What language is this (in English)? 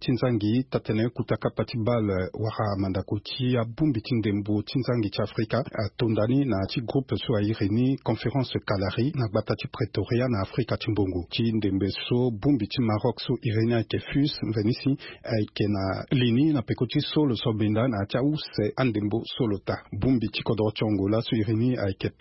Sango